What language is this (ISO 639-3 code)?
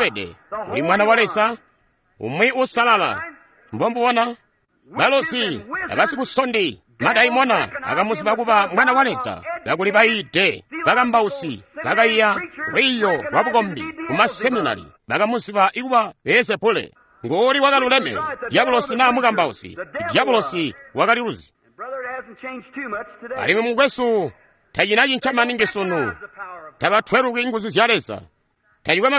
toi